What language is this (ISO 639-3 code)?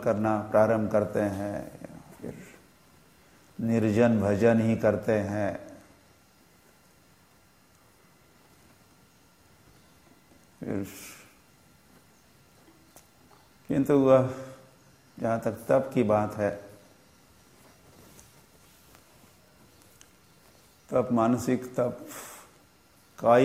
hin